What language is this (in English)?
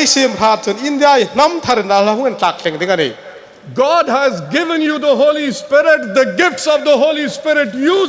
Hmar